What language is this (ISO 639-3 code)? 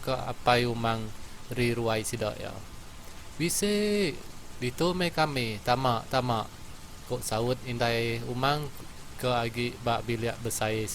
iba